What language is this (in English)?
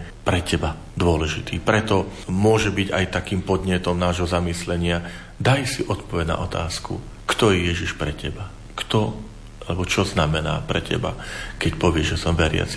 Slovak